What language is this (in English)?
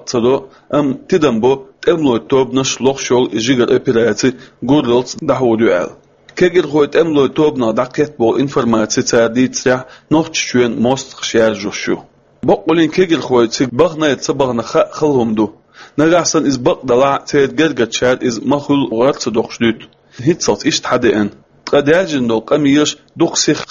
Chechen